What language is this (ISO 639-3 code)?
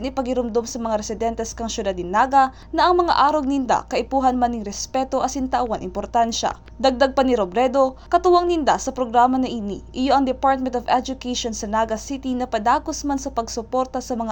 bik